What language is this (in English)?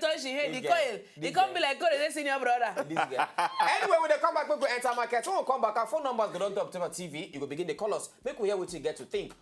Nigerian Pidgin